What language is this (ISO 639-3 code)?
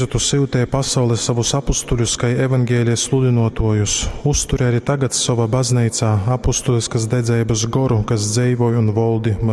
ltg